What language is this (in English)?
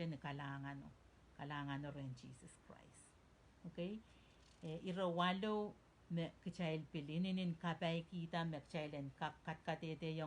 Pohnpeian